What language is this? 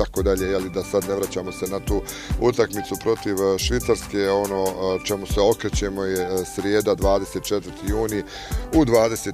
Bosnian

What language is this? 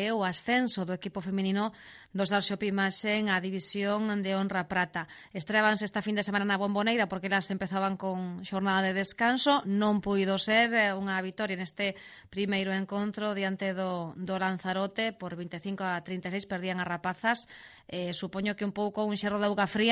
Galician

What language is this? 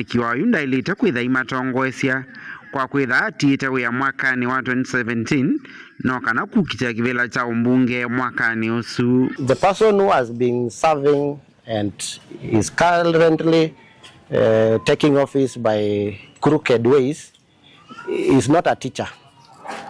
Kamba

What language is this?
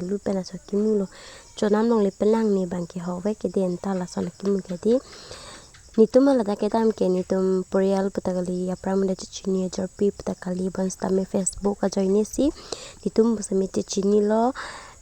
Karbi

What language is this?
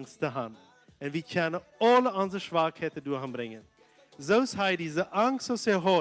Plautdietsch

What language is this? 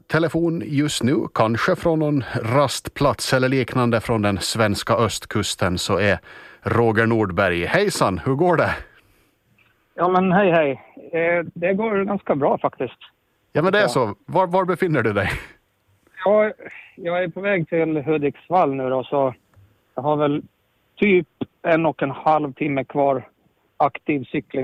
Swedish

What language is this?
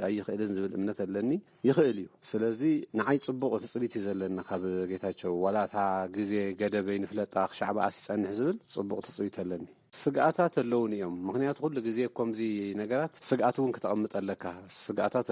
Tigrinya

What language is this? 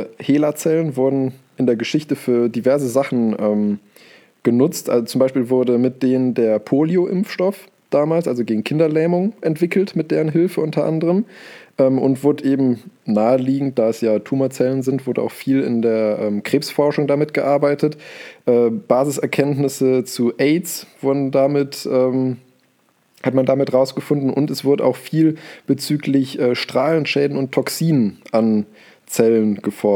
German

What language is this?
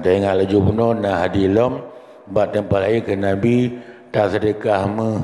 Achinese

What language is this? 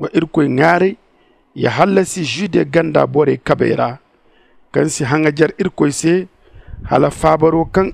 Zarma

